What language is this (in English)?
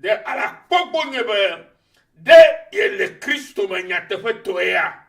Ewe